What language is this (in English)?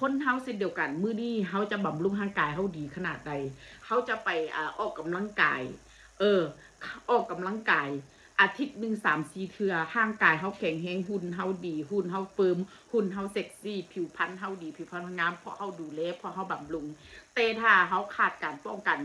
Northeastern Thai